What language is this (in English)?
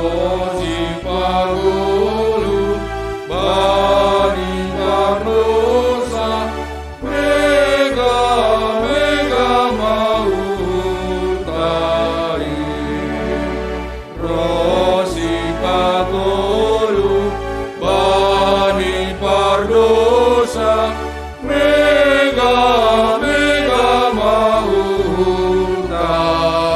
Batak Simalungun